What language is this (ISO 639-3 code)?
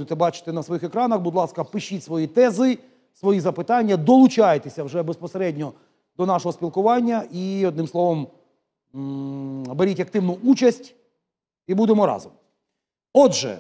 ukr